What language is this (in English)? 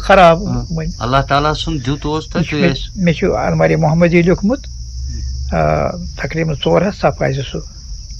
Kashmiri